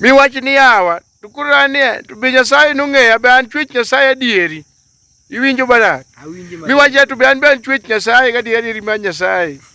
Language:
Luo (Kenya and Tanzania)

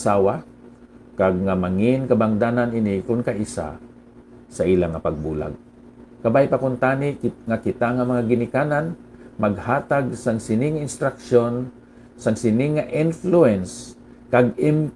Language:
Hiligaynon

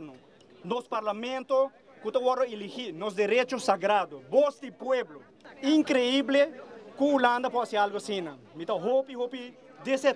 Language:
Papiamento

